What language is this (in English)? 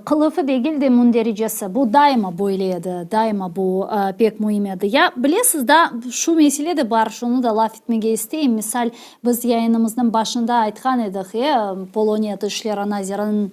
Crimean Tatar